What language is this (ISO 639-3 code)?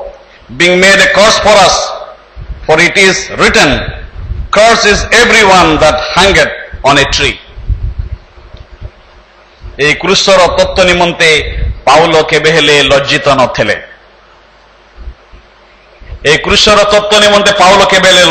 ori